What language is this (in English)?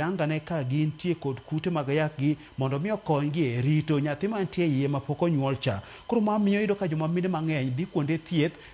Luo (Kenya and Tanzania)